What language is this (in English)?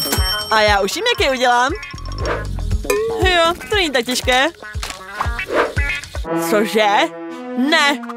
Czech